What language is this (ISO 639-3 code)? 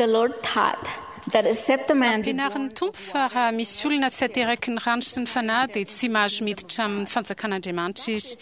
mlg